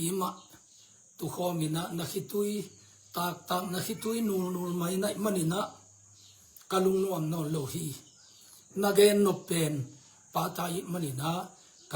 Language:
Tedim Chin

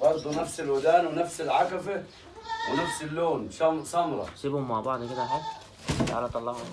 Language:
Egyptian Arabic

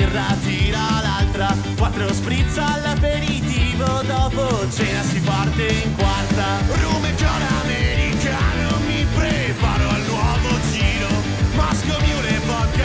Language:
Italian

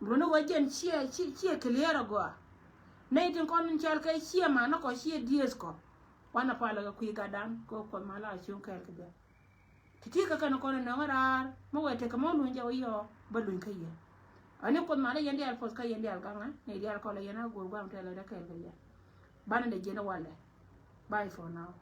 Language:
Nuer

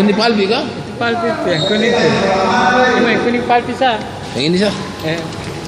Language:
Ambonese Malay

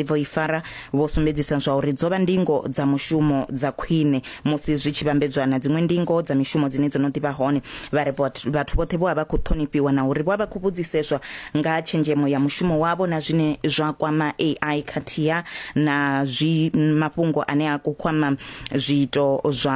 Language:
Venda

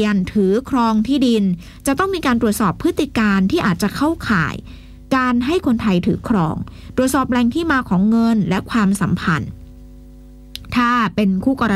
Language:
Thai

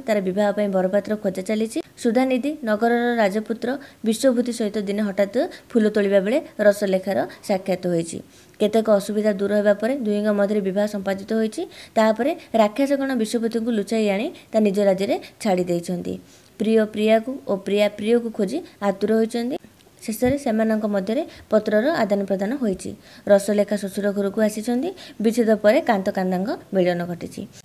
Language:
Odia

